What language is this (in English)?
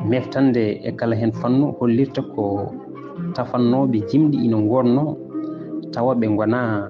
Fula